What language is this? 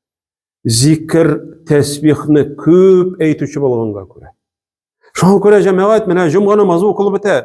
Tatar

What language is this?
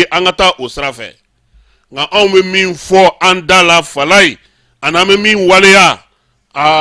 Bambara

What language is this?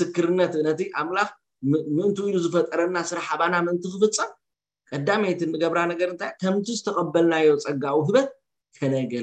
Tigrinya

